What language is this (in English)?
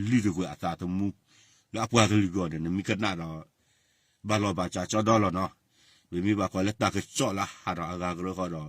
S'gaw Karen